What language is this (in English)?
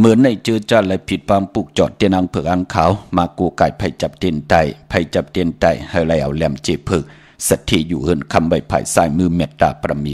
Shan